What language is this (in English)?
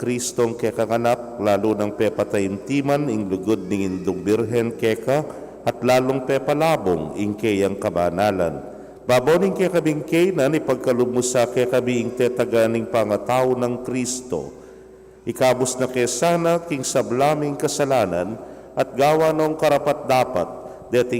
Pampanga